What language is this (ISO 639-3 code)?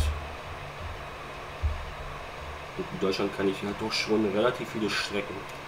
deu